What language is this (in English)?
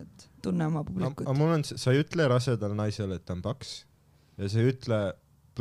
Estonian